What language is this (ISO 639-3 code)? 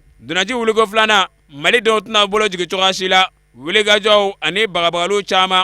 bam